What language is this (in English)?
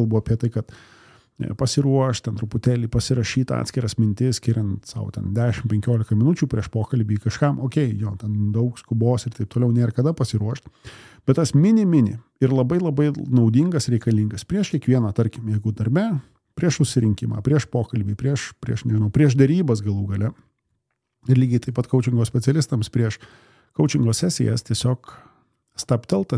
Lithuanian